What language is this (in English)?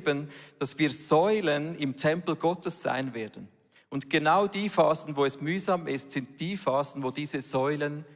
Swiss German